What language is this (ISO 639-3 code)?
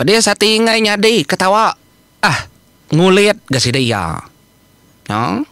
iba